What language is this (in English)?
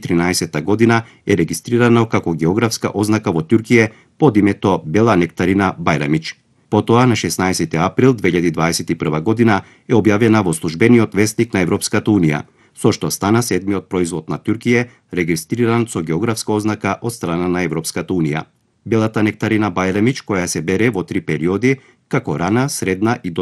Macedonian